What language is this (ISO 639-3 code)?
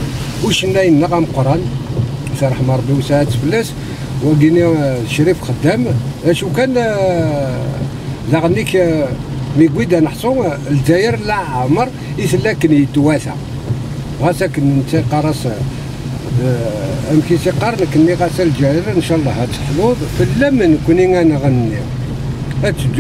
kab